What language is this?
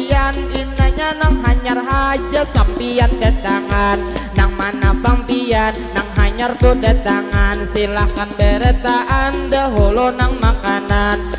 Banjar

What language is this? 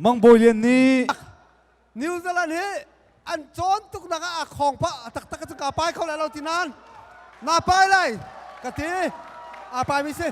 Hakha Chin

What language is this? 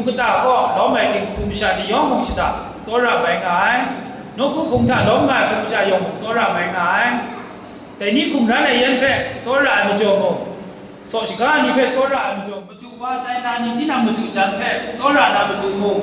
Kachin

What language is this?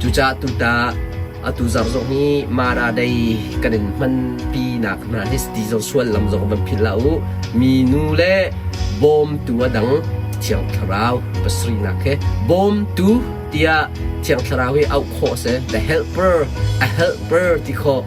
Hakha Chin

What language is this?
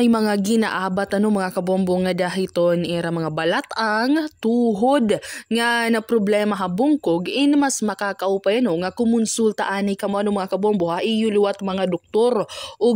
Waray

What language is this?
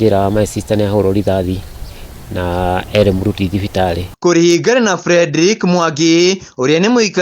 Kikuyu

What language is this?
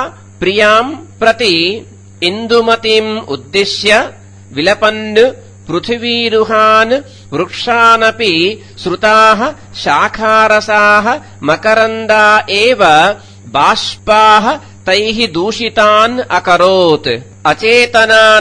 Sanskrit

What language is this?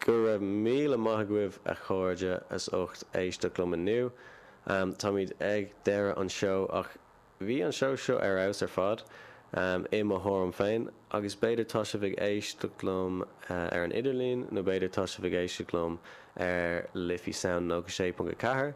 Irish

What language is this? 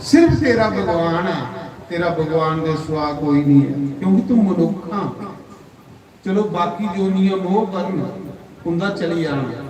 Dogri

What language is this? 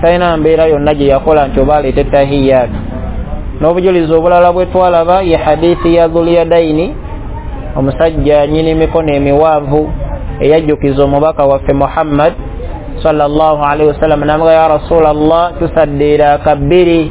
Ganda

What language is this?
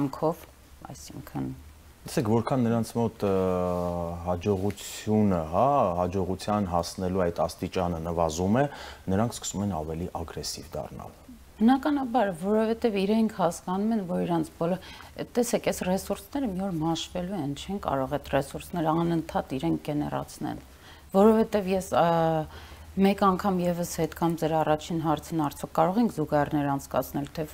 Armenian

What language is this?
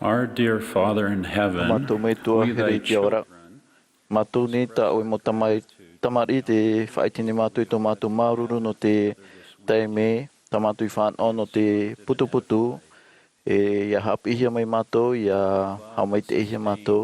Tahitian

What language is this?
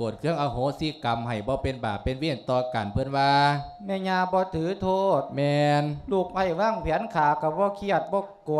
Lao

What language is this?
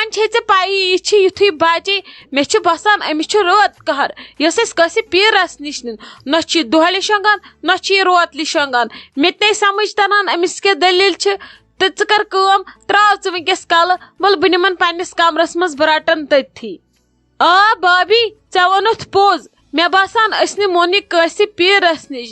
Kashmiri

